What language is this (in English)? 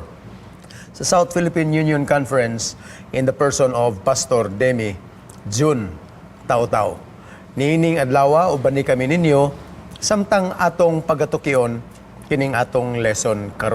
Cebuano